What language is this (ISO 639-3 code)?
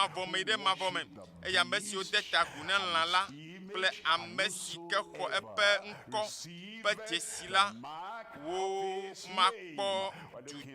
ewe